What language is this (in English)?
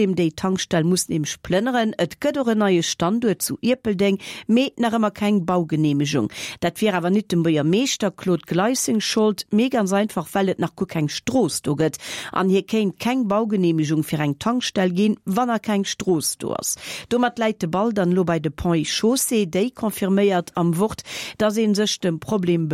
Luxembourgish